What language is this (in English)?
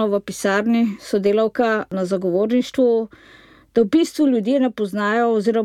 Slovenian